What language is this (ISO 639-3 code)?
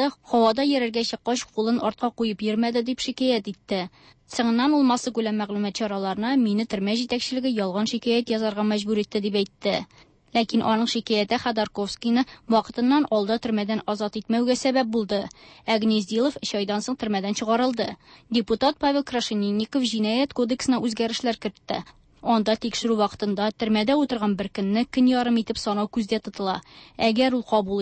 tat